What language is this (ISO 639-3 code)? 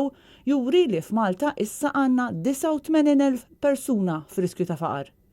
mlt